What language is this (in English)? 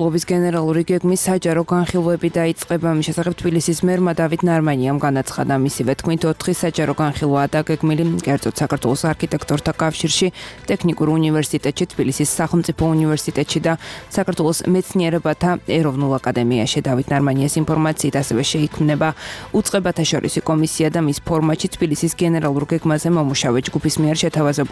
Georgian